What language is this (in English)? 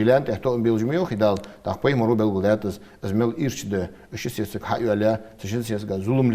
Ingush